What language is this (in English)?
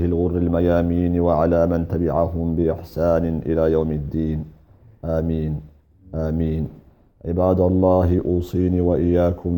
Arabic